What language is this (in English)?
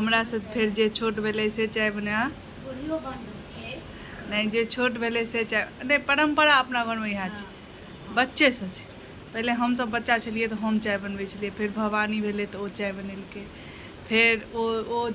Maithili